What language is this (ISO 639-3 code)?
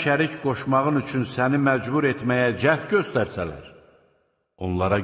aze